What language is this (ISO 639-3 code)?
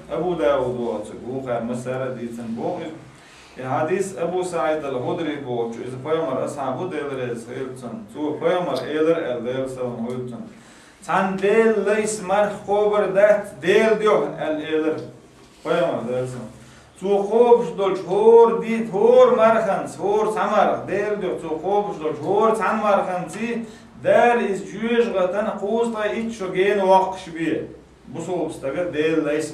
che